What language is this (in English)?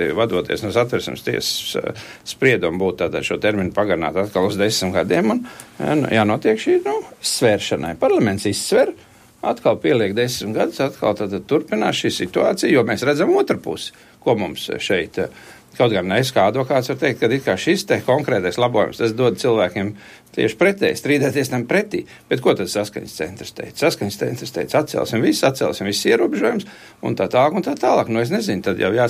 Latvian